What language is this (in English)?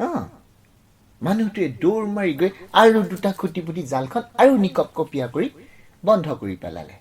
Assamese